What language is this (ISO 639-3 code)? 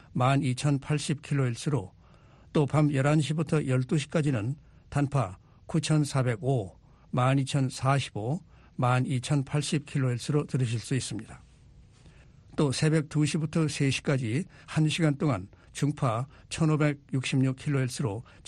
kor